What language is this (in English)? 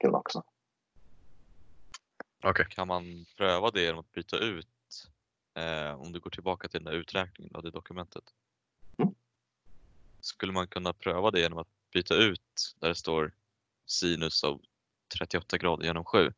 Swedish